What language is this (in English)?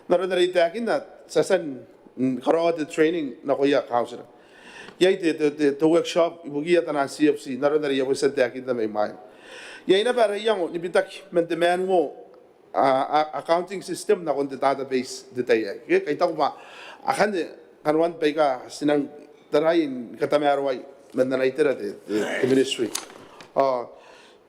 Gilbertese